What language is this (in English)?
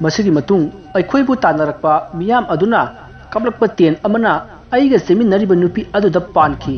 Manipuri